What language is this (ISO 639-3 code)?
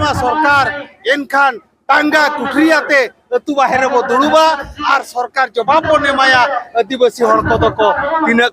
sat